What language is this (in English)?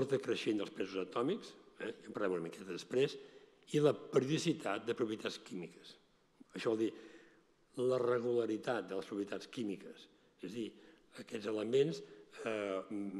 Catalan